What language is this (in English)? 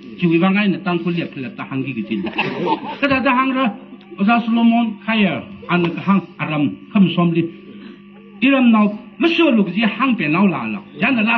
Tangkhul Naga (India)